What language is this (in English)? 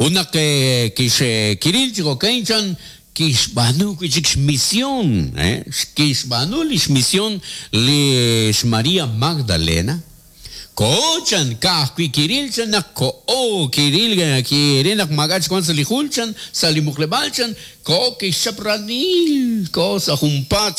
Kekchí